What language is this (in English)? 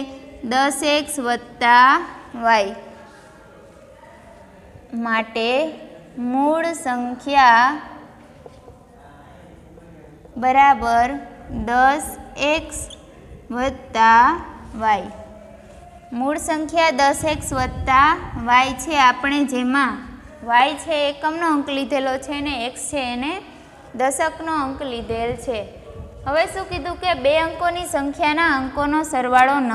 Gujarati